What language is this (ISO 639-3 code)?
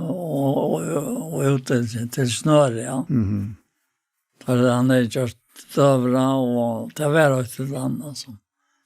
fao